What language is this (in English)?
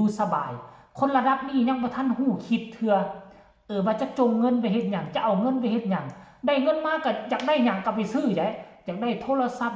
Northeastern Thai